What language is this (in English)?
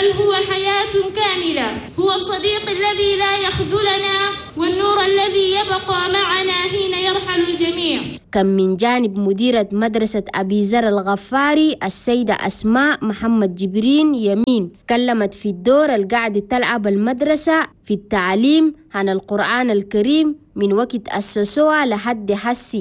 Chadian Arabic